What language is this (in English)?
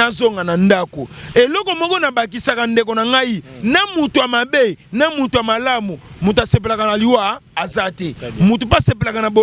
Lingala